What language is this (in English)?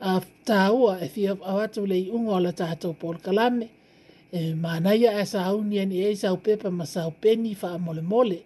Samoan